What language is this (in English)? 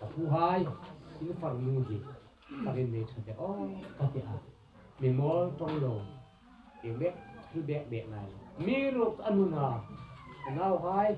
Hmar